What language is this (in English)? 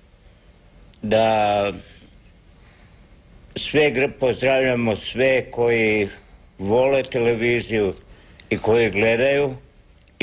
Croatian